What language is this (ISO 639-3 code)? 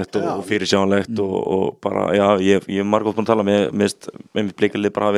isl